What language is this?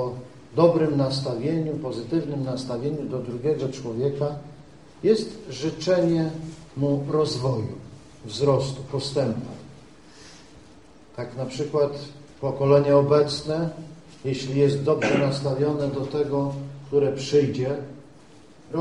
Polish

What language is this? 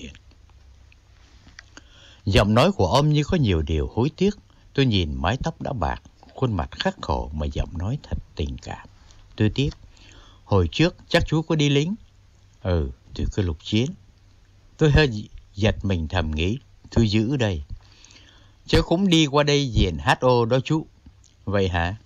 Vietnamese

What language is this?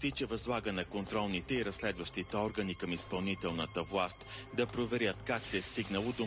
Bulgarian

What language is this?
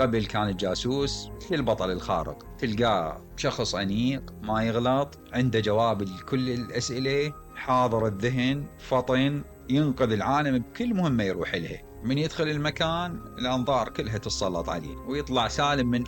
Mesopotamian Arabic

